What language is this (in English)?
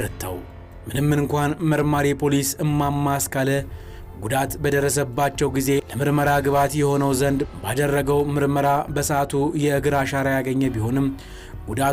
Amharic